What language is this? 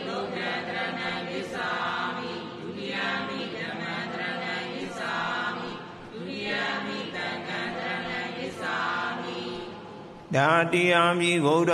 Burmese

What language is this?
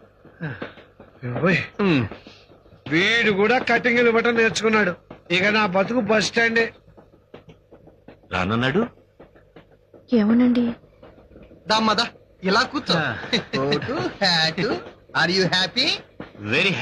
Telugu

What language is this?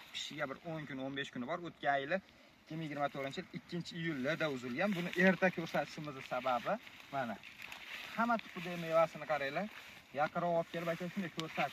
Uzbek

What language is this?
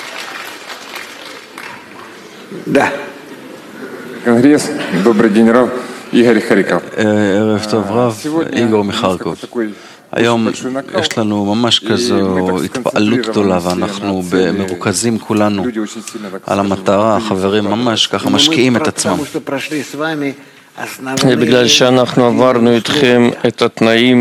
Hebrew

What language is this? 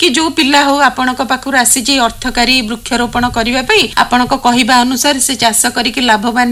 Odia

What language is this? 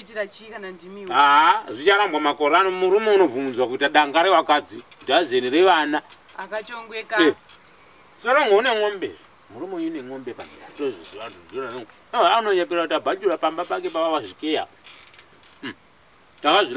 Shona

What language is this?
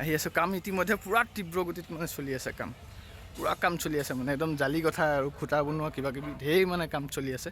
Assamese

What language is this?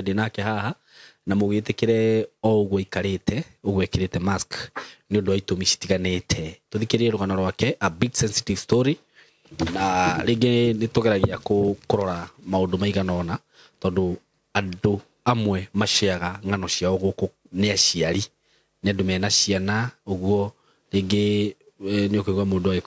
Kikuyu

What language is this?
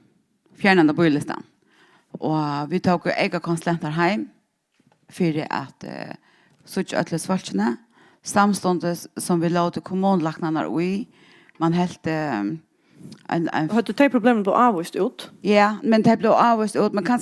Faroese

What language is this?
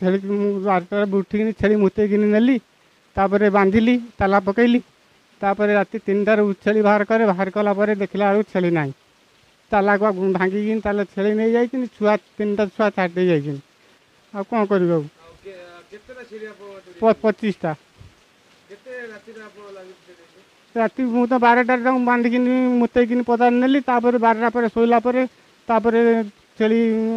Odia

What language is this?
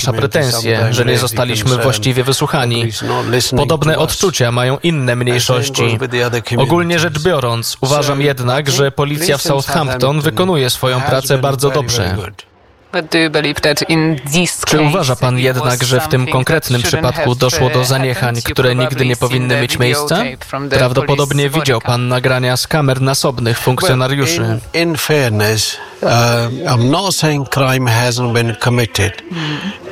Polish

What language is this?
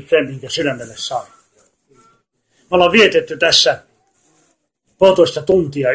Finnish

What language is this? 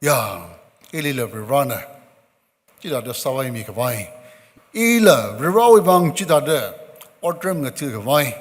Tangkhul Naga (India)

